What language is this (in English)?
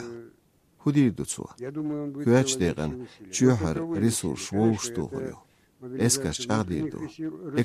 Chechen